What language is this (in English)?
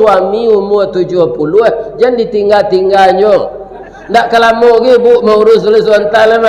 Minangkabau